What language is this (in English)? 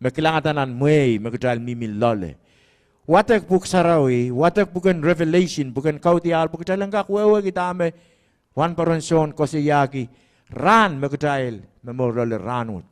Pohnpeian